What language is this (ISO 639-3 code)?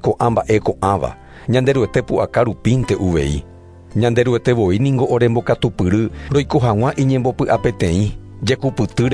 grn